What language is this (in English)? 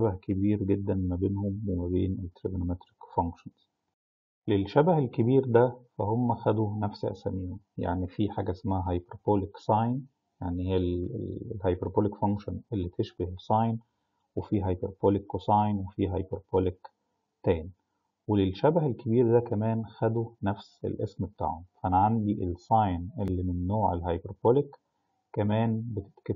Egyptian Arabic